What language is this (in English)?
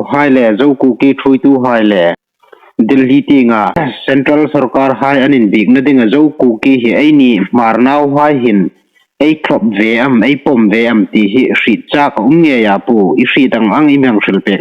Hmar